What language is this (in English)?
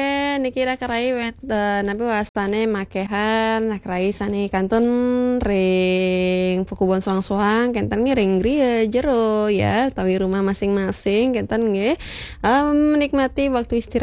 Balinese